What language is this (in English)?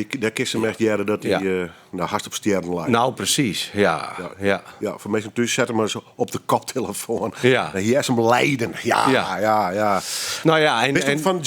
Western Frisian